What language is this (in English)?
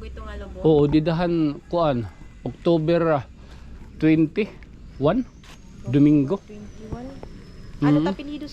Waray